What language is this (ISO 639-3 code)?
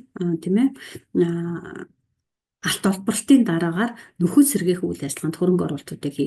mon